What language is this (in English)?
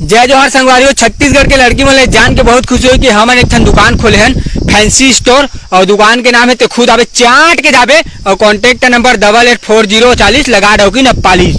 Chhattisgarhi